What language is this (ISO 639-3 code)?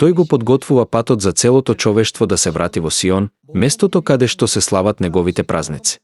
mkd